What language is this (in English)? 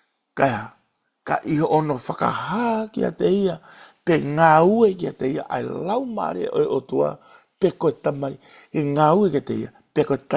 Tongan